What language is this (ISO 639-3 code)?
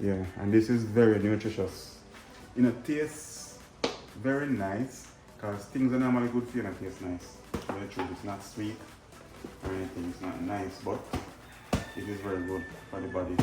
jam